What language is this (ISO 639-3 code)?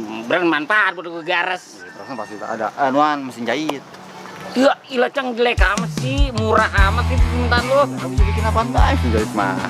bew